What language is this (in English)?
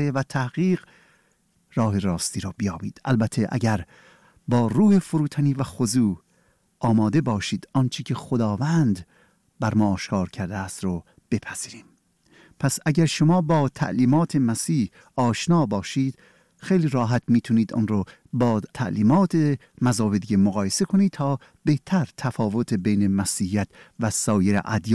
Persian